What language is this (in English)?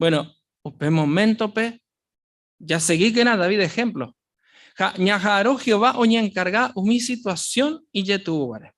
Guarani